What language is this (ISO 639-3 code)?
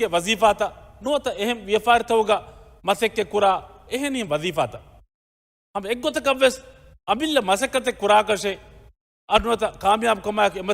div